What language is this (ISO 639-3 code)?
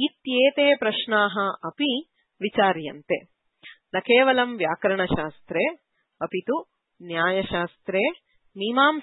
san